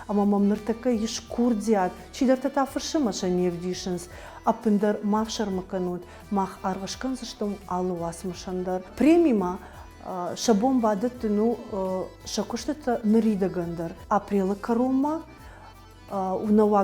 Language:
Ossetic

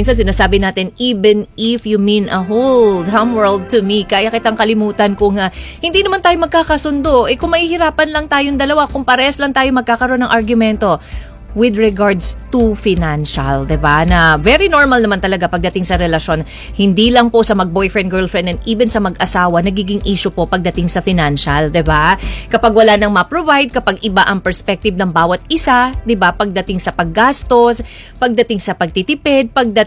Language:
Filipino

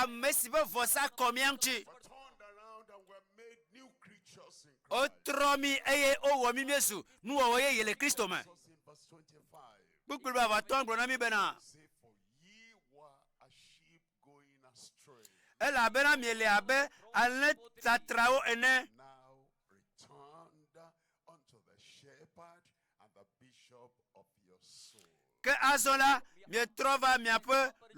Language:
Ewe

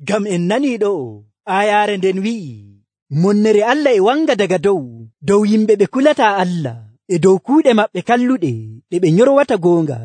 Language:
Nigerian Fulfulde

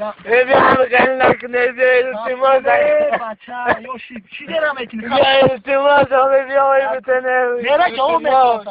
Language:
Tajik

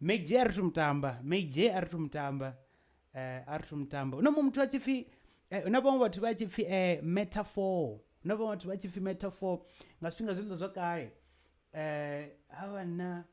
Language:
Venda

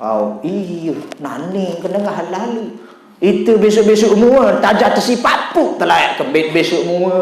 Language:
Sasak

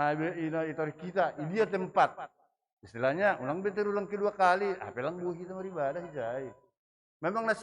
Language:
Batak Simalungun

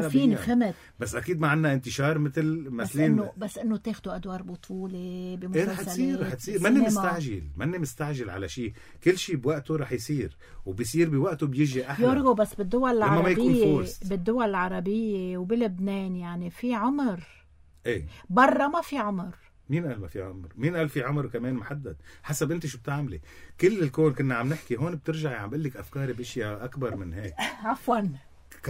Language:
North Levantine Arabic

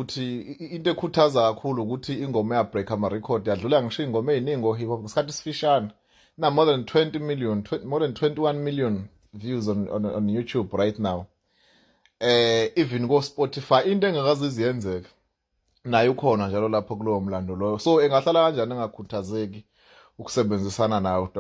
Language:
Zulu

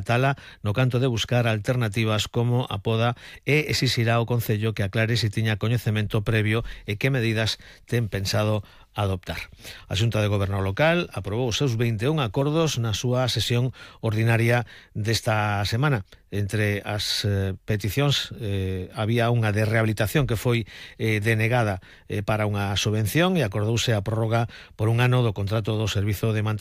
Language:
Galician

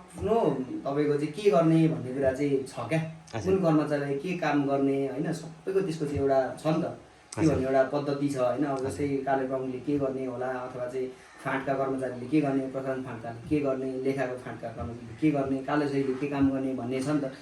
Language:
Nepali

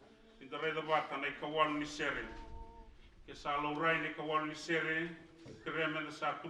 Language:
Fijian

